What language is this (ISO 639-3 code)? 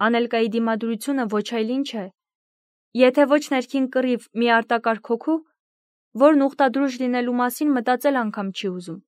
hye